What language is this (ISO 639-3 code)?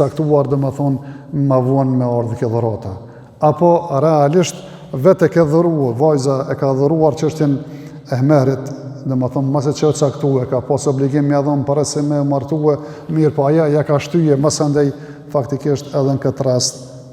sqi